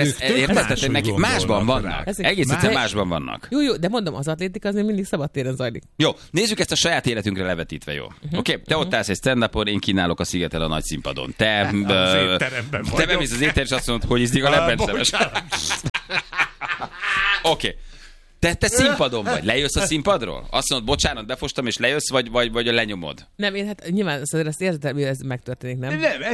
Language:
Hungarian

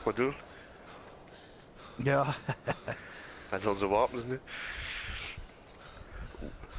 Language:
Dutch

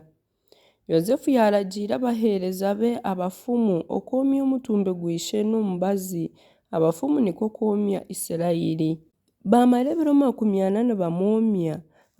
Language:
Nyankole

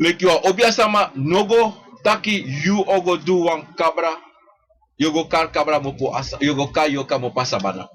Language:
Sranan Tongo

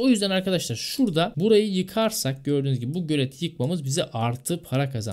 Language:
Turkish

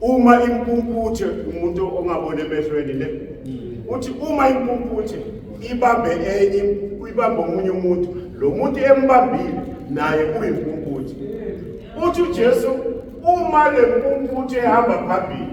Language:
Zulu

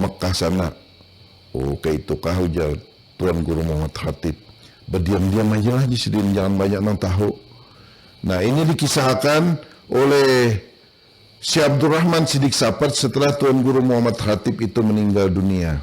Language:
Banjar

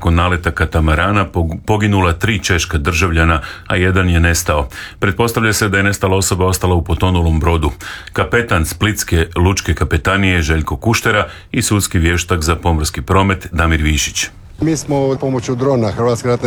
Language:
Croatian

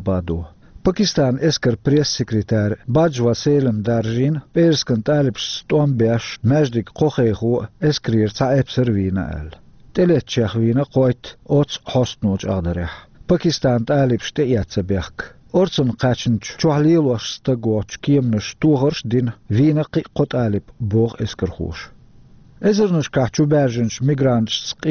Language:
Chechen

